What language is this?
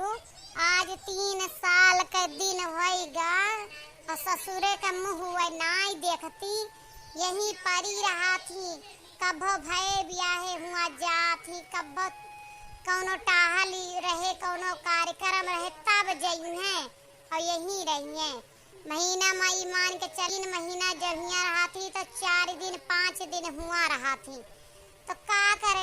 Awadhi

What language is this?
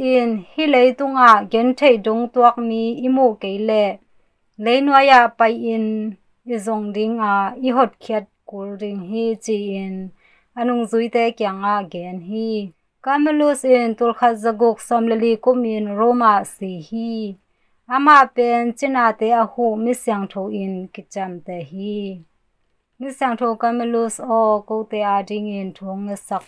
Tedim Chin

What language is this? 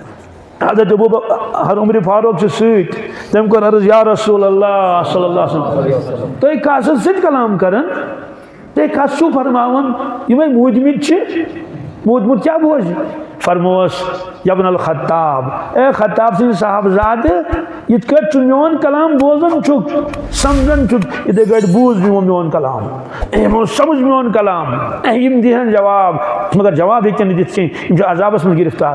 Kashmiri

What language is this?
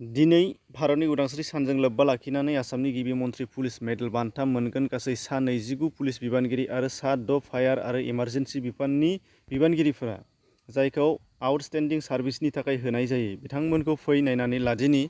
Bodo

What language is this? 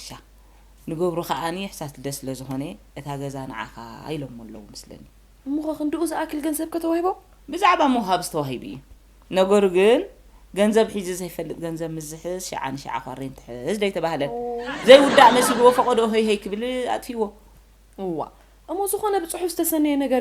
Tigrinya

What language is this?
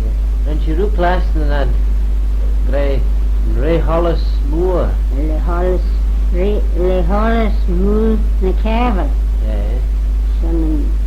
Manx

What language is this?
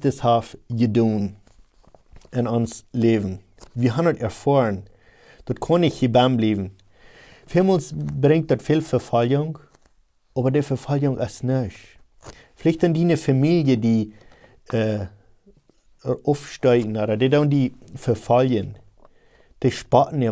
Plautdietsch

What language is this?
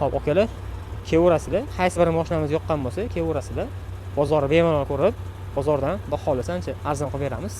Uzbek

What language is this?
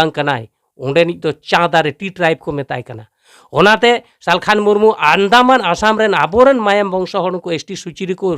Santali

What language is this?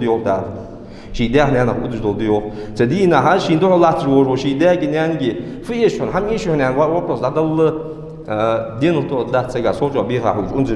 Ingush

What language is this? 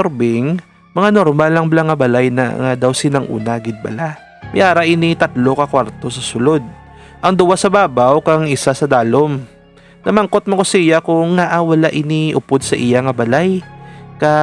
Hiligaynon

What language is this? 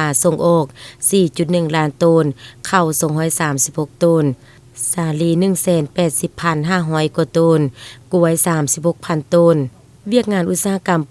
Lao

